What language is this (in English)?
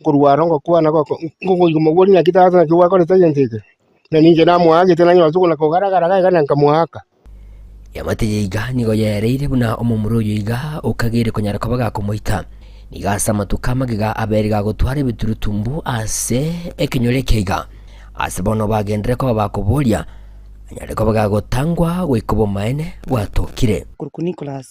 Gusii